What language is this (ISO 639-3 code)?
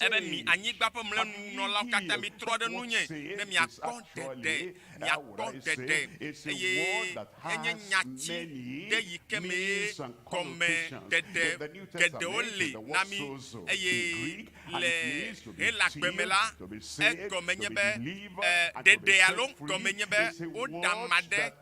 ewe